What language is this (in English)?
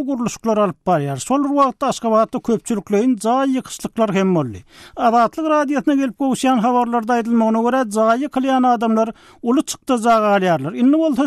Turkmen